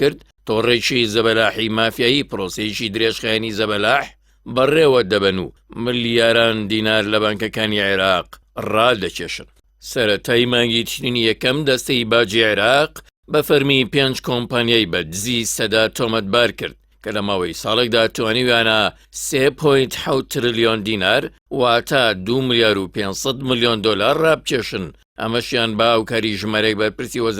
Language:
Central Kurdish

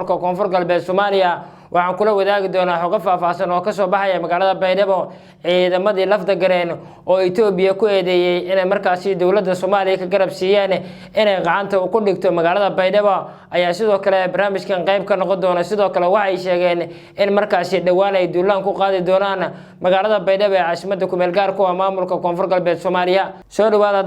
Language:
Somali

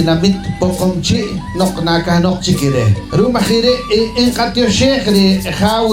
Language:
Poqomchi'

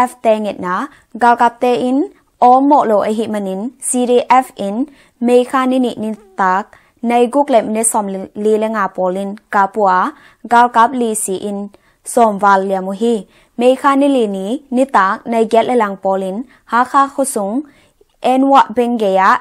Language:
Tedim Chin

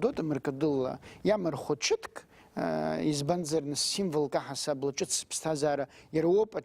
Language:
Abkhazian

